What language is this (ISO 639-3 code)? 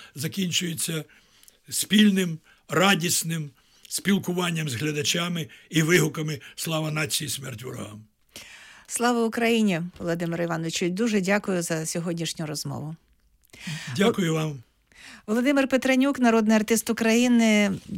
ukr